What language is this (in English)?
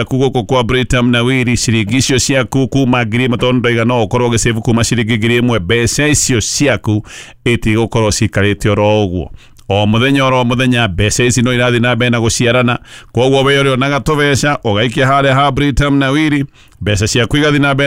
Kikuyu